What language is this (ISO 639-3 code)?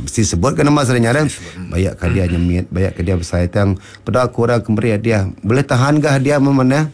iba